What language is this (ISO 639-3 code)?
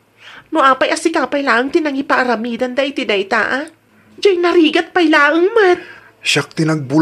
ilo